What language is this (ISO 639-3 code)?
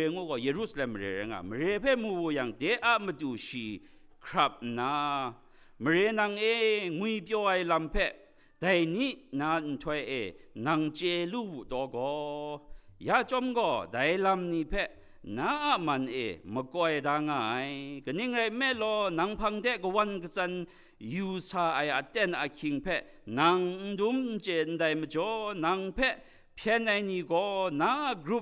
kac